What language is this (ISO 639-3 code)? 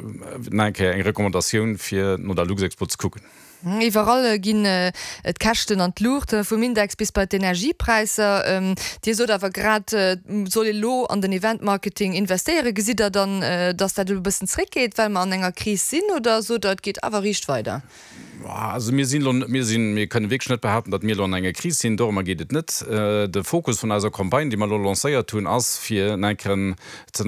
ltz